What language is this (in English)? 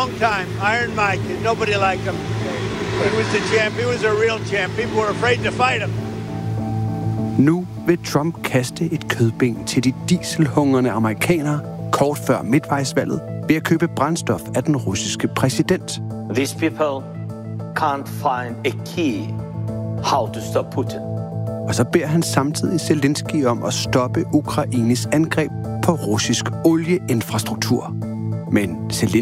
Danish